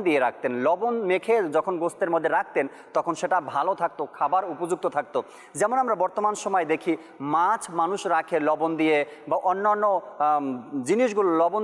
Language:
Bangla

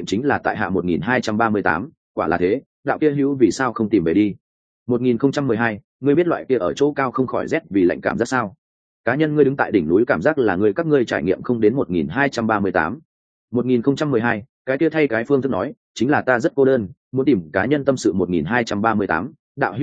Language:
Vietnamese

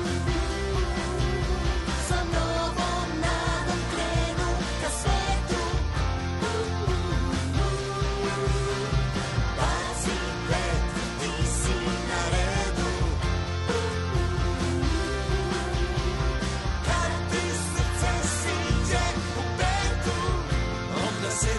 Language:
Serbian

